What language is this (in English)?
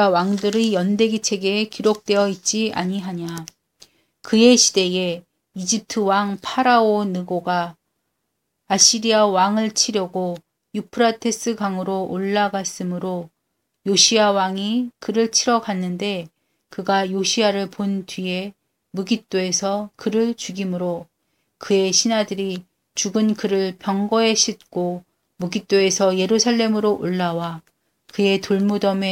Korean